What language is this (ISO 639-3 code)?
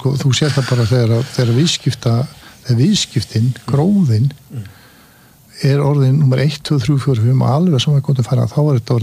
isl